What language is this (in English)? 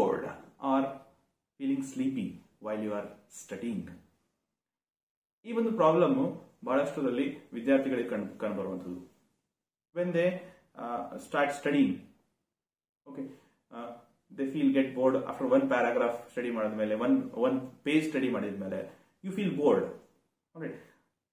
Kannada